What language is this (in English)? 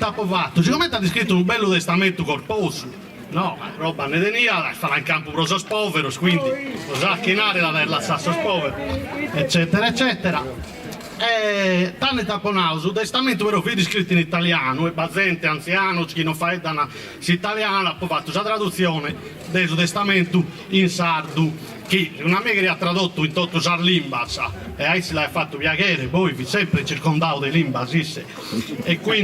Sardinian